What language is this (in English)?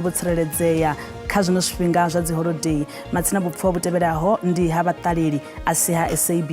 Venda